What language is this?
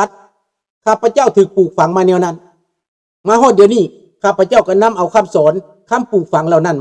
Lao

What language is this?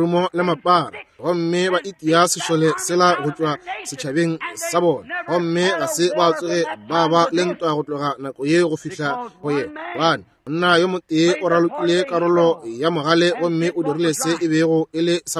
Northern Sotho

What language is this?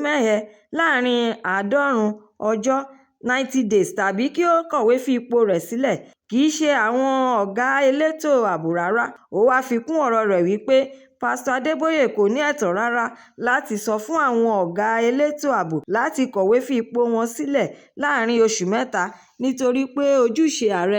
Yoruba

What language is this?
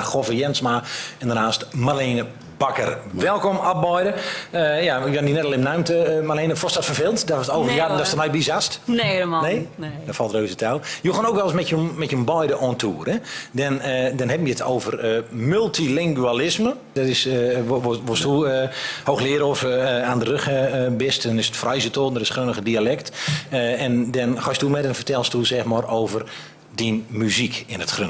Gronings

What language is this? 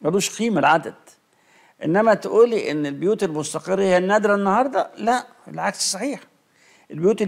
Egyptian Arabic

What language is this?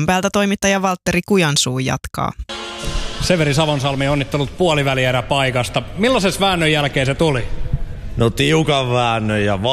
Finnish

